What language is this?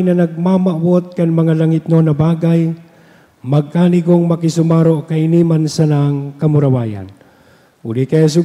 Bikol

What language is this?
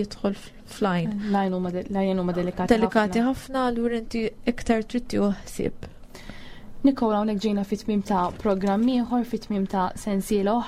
Maltese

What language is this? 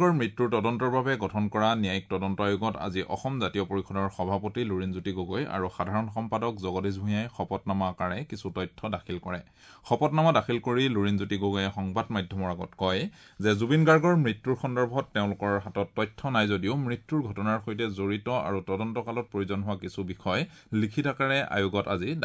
Assamese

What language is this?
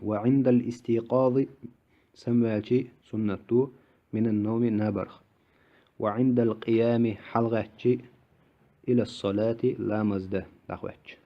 Chechen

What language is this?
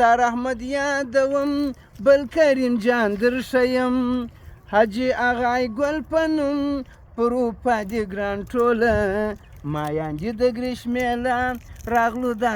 Pashto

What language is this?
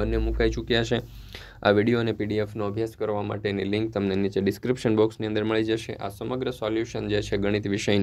Gujarati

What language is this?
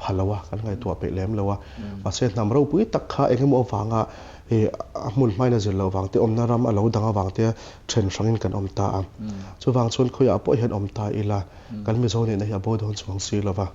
Mizo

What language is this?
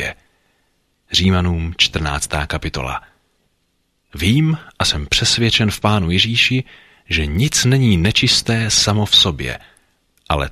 Czech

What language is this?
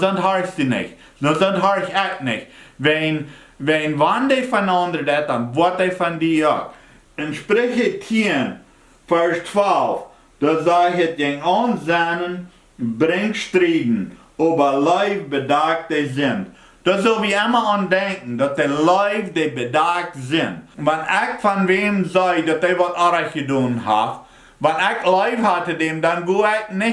Plautdietsch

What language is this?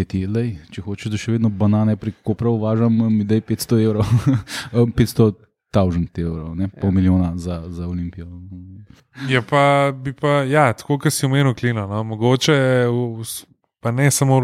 Slovenian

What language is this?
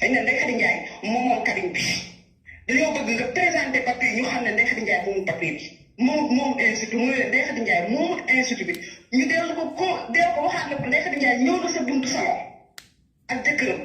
Wolof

